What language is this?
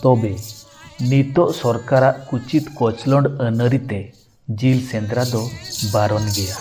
Santali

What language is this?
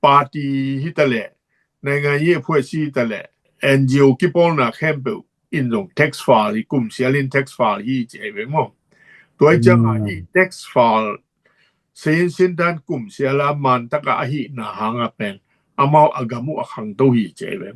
Tedim Chin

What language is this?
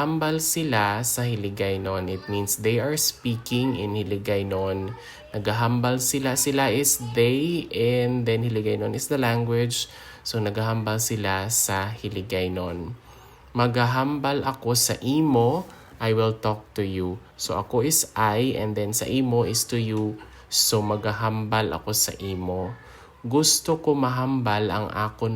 Hiligaynon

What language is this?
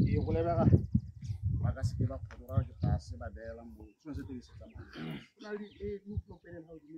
Tswana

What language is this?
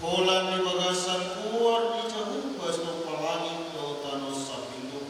Batak Toba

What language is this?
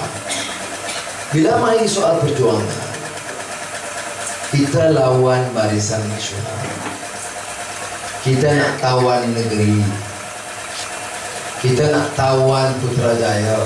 Malay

